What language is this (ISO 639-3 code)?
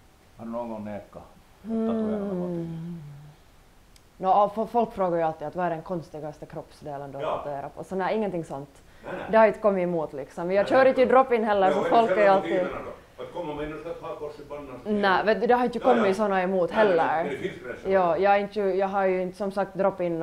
swe